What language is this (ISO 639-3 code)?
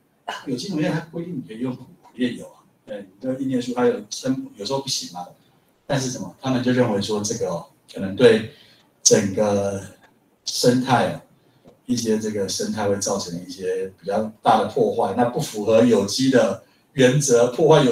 zho